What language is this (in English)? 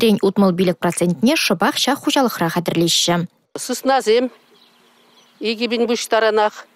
Chuvash